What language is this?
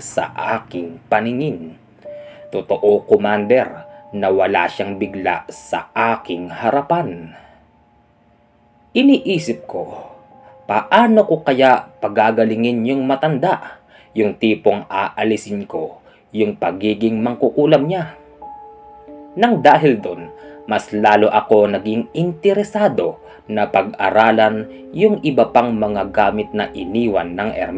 Filipino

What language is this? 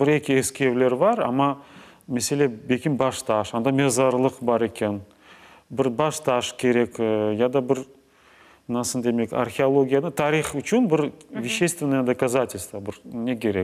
Crimean Tatar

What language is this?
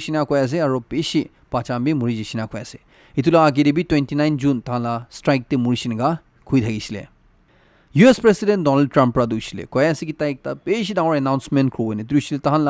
Naga Pidgin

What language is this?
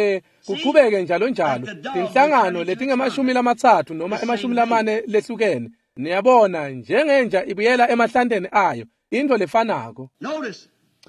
Swati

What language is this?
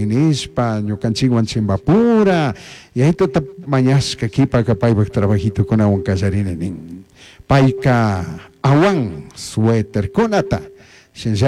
Chimborazo Highland Quichua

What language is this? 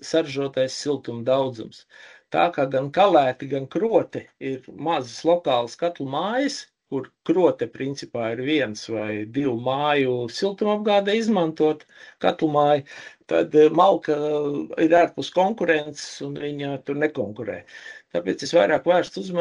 Latvian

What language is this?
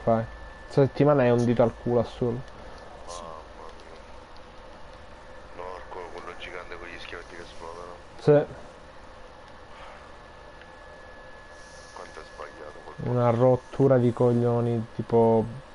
Italian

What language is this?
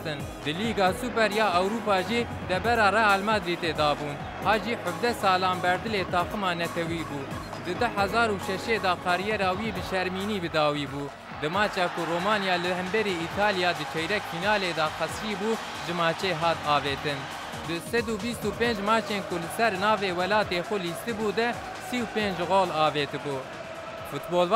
Kurdish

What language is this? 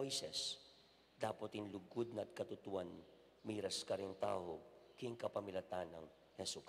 Pampanga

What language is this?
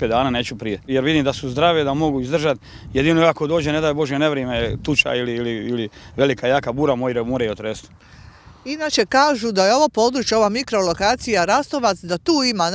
Croatian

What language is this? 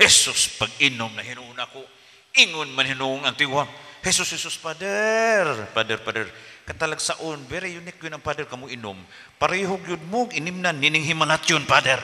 Cebuano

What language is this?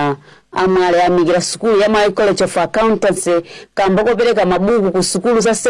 Nyanja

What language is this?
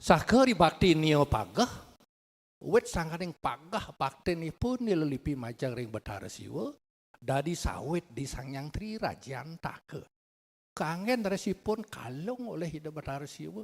Balinese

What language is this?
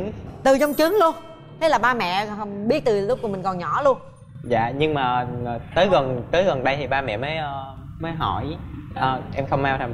Vietnamese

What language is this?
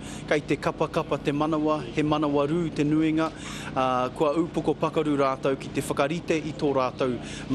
Māori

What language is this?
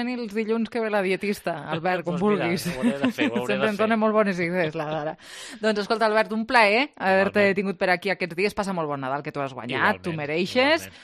Catalan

